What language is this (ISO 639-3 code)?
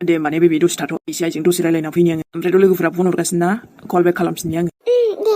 brx